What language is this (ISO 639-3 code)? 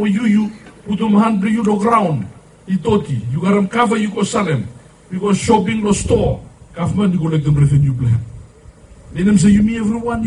bis